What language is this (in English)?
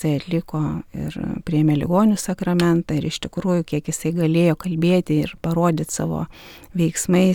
Lithuanian